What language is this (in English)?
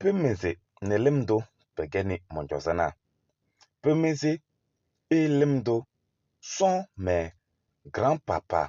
Kabiyè